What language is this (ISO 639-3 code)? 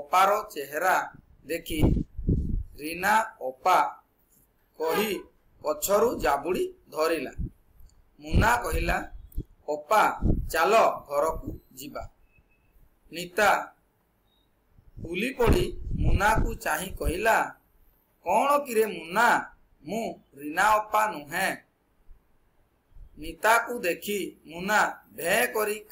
ori